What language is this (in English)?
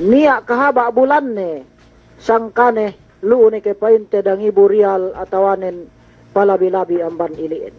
Yakan